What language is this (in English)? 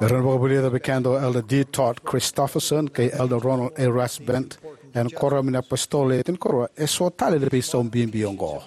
Fijian